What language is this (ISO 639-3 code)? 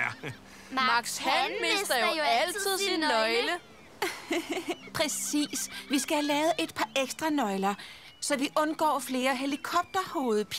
dan